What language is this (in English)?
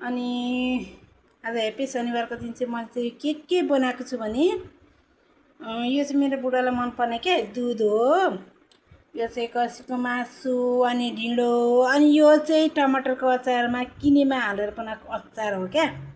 Nepali